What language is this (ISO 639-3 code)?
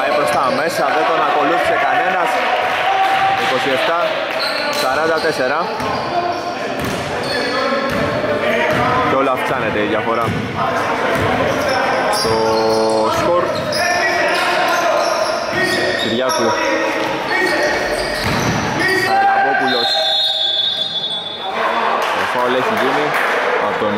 ell